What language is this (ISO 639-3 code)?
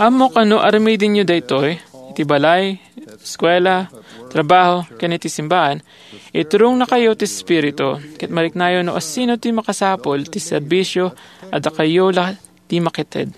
ilo